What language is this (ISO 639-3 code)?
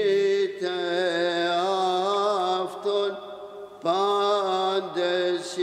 ell